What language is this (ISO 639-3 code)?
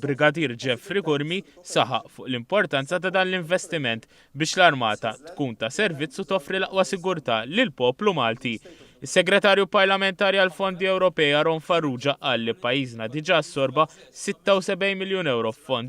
mlt